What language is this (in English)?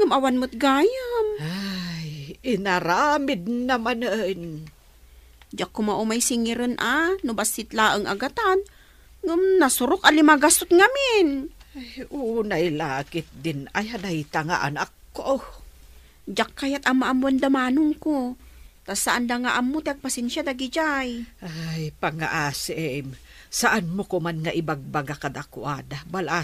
Iloko